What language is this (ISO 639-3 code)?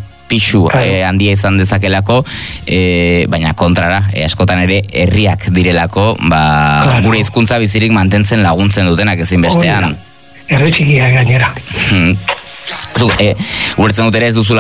eus